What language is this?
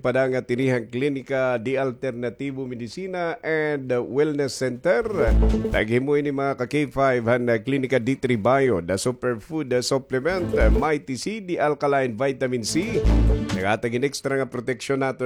Waray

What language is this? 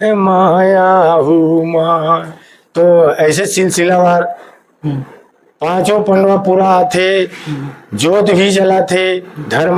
Chhattisgarhi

